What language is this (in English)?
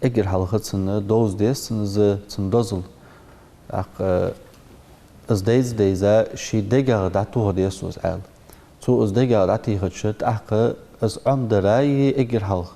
Ingush